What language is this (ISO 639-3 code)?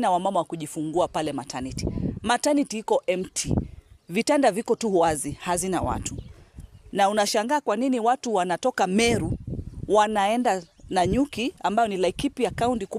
mer